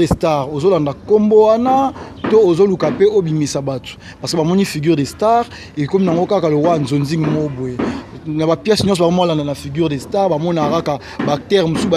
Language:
Lingala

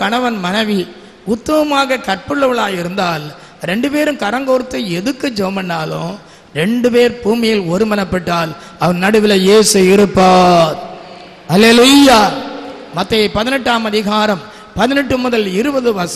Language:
Tamil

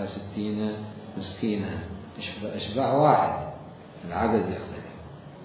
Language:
Mesopotamian Arabic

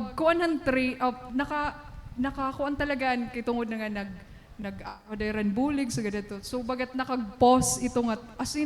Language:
Waray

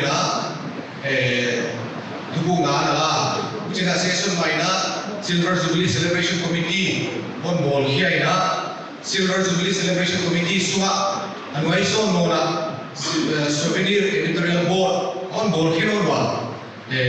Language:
Paite Chin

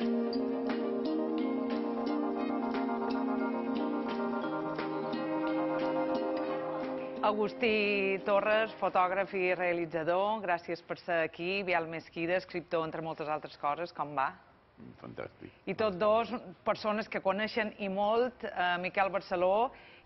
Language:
Catalan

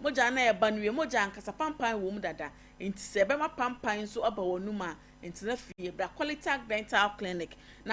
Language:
Akan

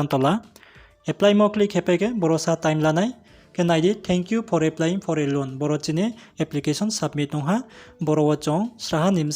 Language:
Riang (India)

